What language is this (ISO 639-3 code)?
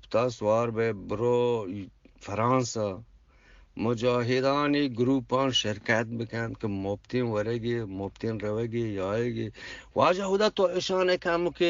bgp